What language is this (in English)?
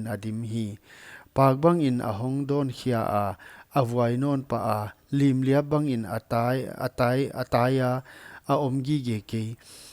Paite Chin